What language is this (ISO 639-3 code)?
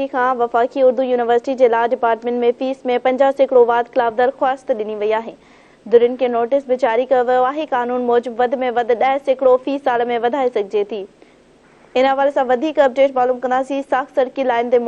snd